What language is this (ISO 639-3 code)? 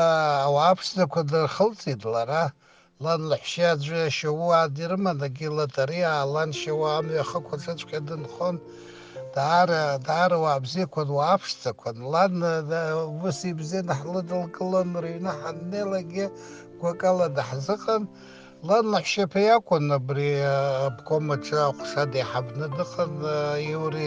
abk